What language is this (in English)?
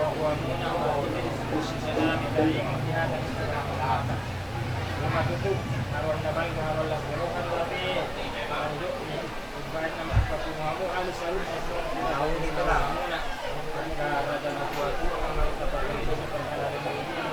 Batak Toba